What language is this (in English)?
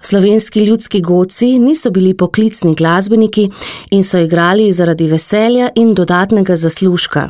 Slovenian